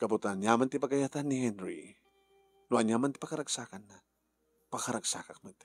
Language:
Iloko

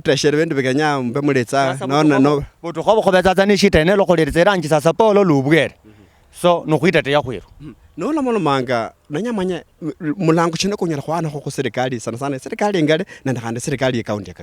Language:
Luyia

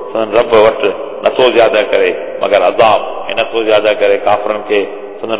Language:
Sindhi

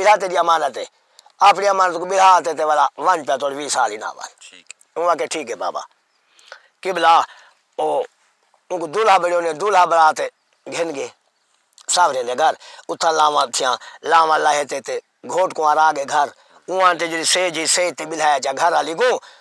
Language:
Saraiki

